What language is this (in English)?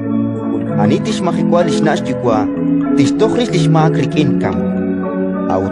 Kekchí